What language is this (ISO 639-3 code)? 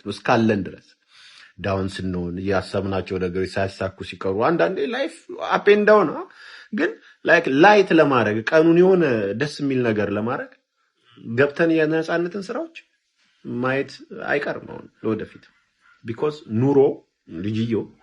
amh